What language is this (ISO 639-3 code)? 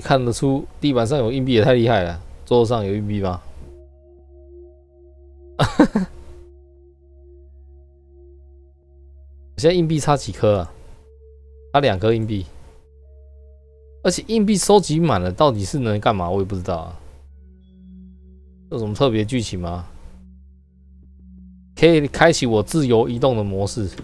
zho